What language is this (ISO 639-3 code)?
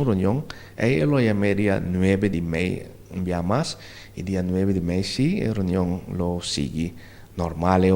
pap